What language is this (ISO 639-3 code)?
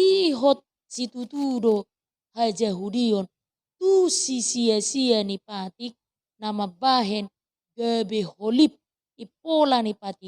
bbc